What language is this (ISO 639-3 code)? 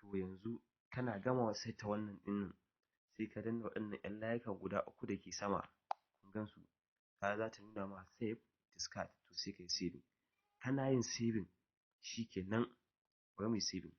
hau